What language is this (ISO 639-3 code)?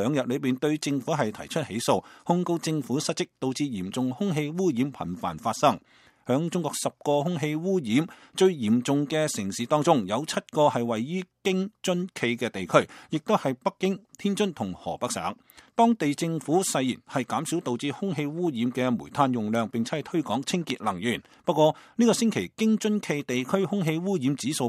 yue